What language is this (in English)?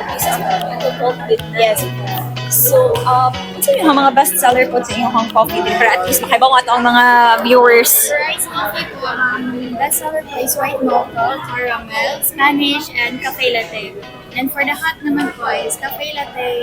Cebuano